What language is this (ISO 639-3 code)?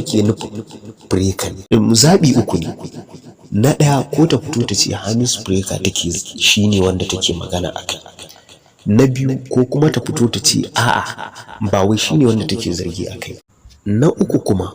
hau